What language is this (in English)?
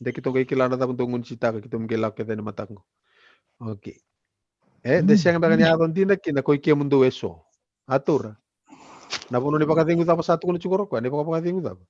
Fijian